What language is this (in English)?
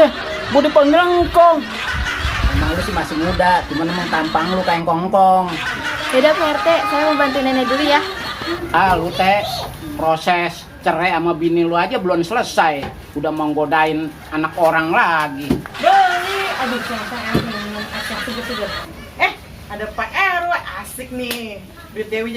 Betawi